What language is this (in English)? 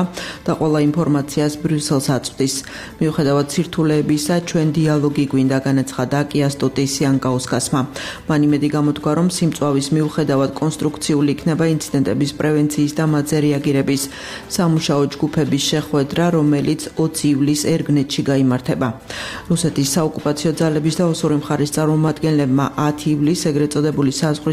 Georgian